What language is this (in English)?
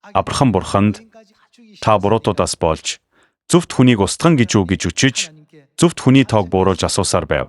Mongolian